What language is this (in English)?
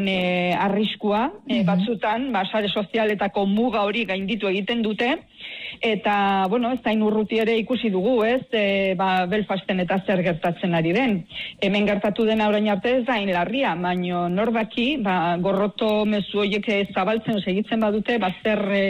Basque